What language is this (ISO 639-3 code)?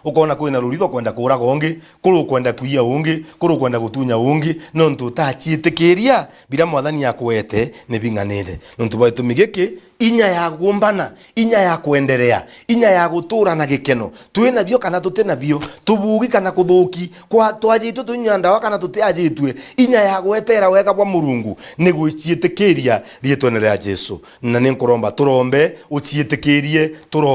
mer